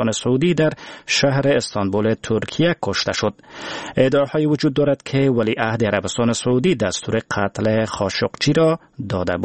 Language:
Persian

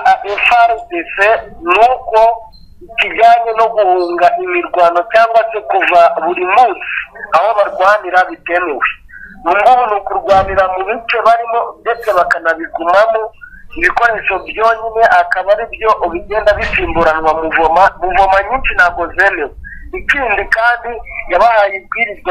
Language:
Kinyarwanda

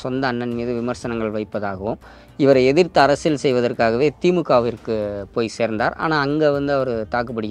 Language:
Tamil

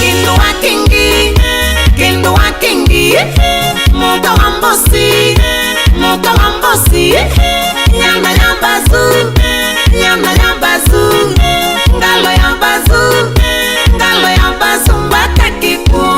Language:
Kamba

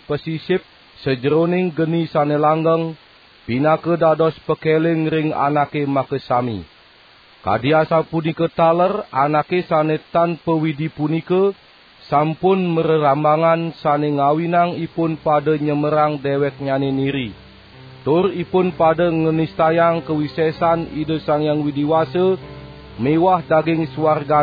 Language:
Balinese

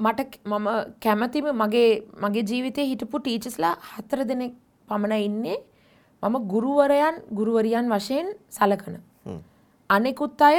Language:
Sinhala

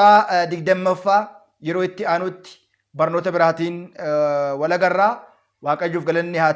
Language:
Oromo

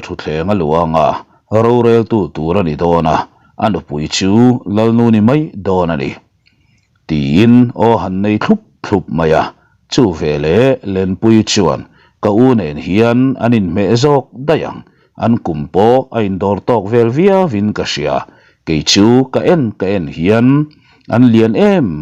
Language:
Mizo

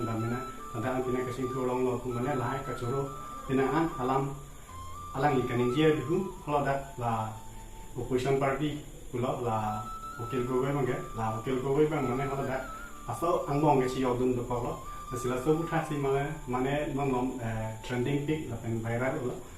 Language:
Karbi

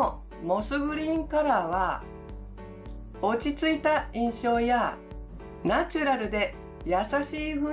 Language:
Japanese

